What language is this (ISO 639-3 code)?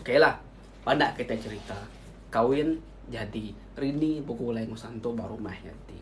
iba